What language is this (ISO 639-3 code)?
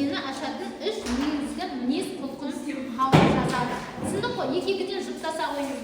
kaz